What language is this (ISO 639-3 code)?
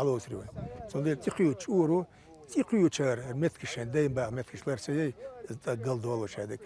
che